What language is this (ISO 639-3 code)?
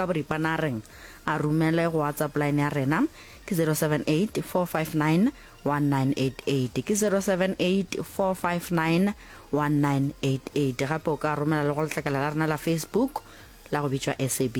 nso